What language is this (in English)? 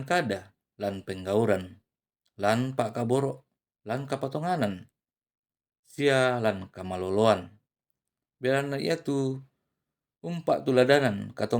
Toraja-Sa'dan